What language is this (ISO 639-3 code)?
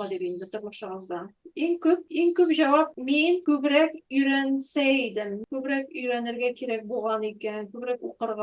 tat